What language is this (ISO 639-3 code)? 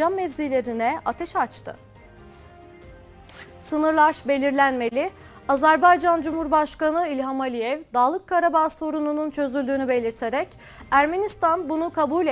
tur